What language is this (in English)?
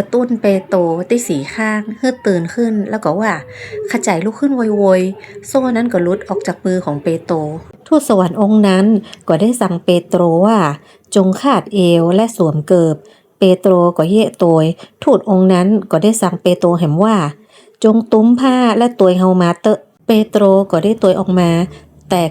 Northern Thai